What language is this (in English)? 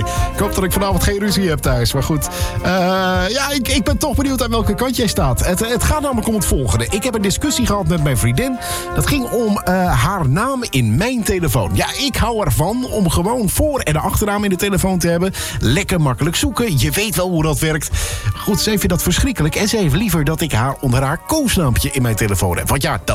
Dutch